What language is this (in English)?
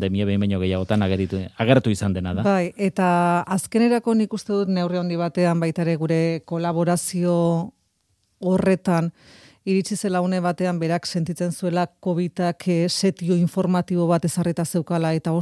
Basque